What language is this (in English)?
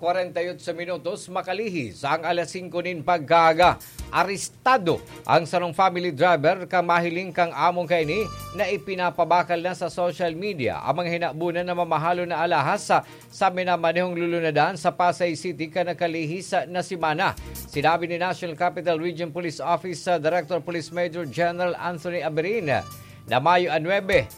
Bikol